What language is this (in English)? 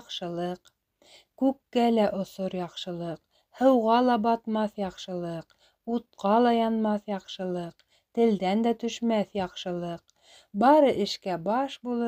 Bashkir